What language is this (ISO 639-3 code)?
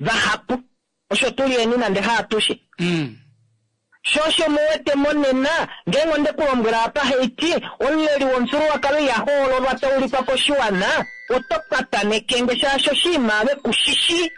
kua